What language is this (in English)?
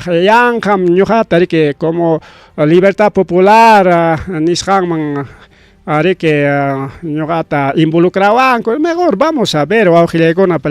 Ayacucho Quechua